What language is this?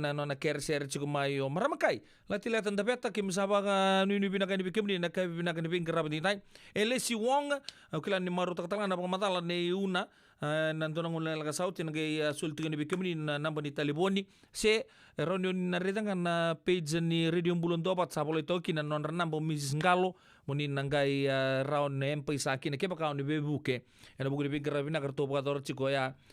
Fijian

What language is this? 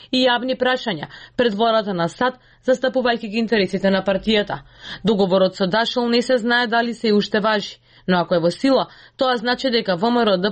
Macedonian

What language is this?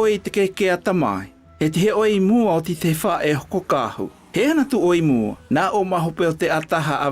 South Marquesan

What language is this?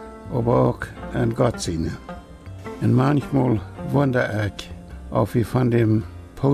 Plautdietsch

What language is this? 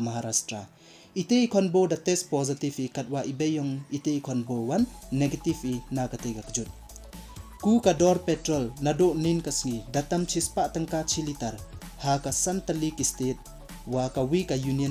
Pnar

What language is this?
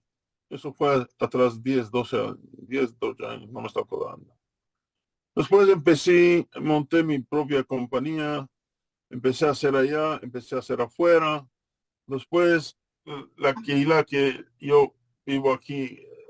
Ladino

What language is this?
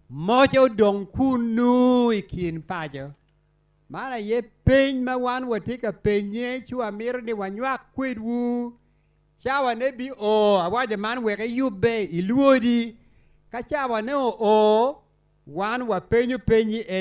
Acoli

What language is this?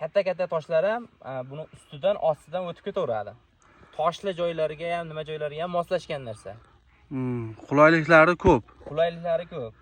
Uzbek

